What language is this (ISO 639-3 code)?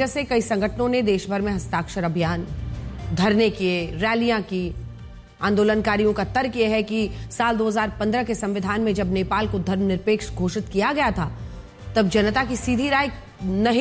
hin